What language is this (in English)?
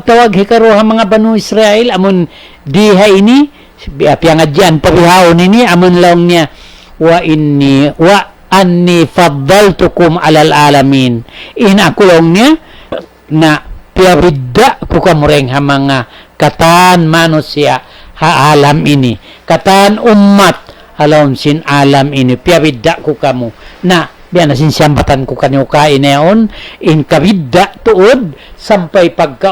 Tausug